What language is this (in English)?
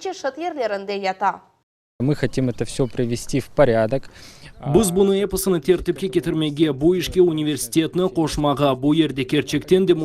Crimean Tatar